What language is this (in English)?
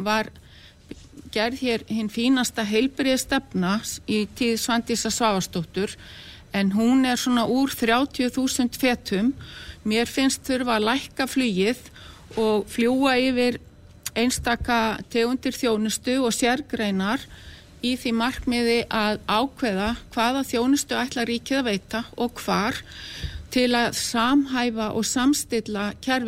Icelandic